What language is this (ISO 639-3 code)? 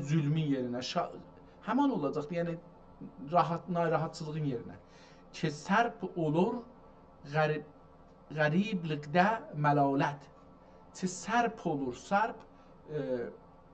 azb